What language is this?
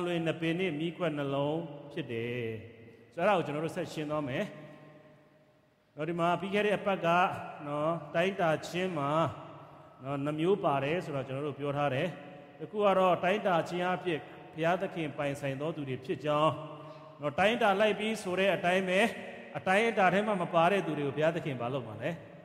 Burmese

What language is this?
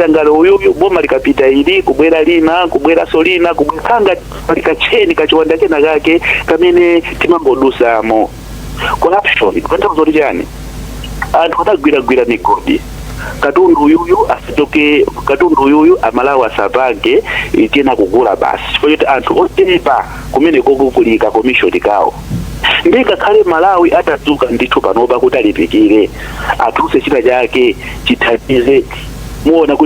Nyanja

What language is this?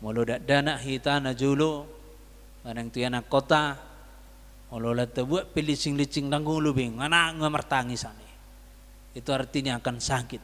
Batak Toba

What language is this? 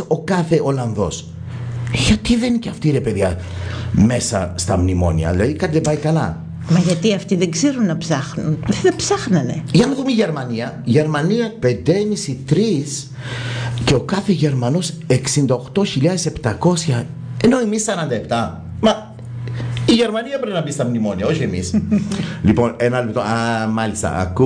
Greek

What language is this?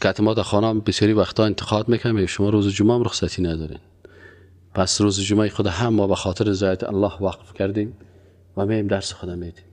Persian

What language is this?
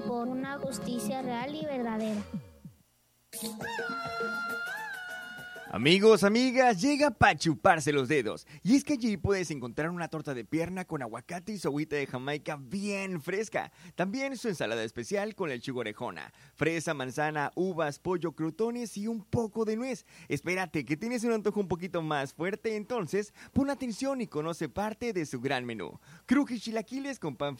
Spanish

